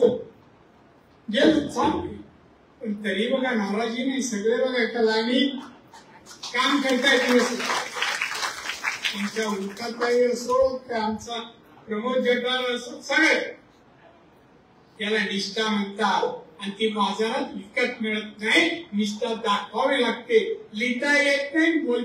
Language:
Marathi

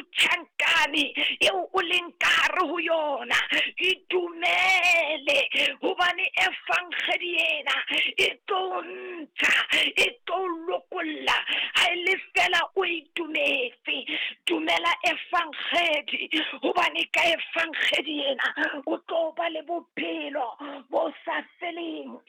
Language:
Southern Sotho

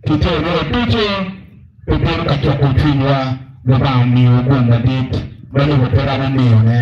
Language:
Acoli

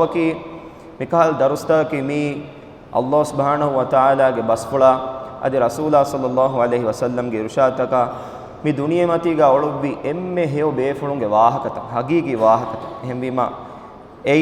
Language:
Divehi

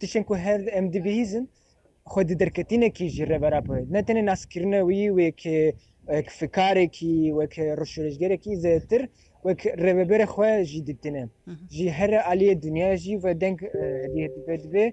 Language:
Kurdish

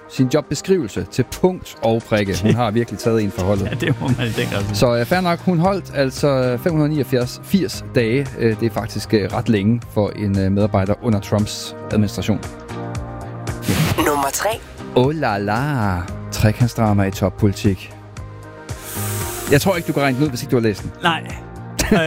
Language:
Danish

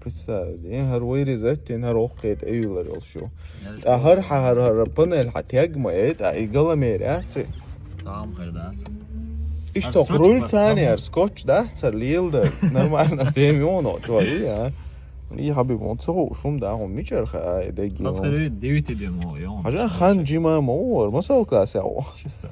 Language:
Chechen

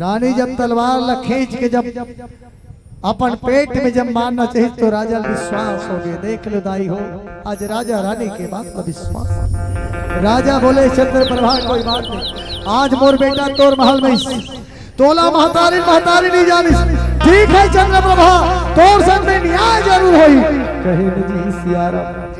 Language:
Chhattisgarhi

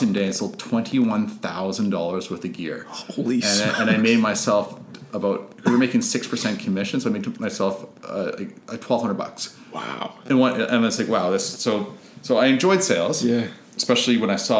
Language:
English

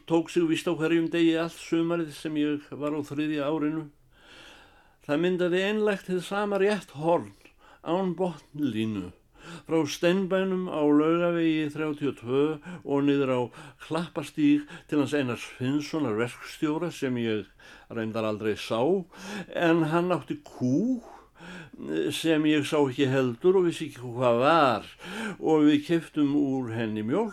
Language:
Icelandic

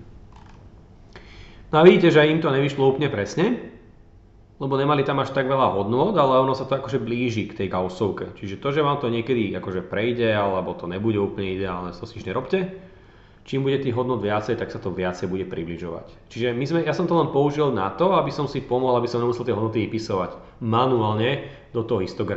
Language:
Slovak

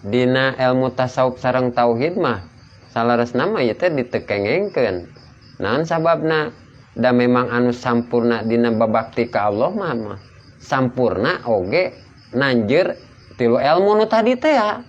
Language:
Sundanese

